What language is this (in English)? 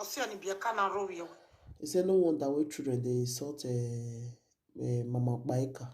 Nigerian Pidgin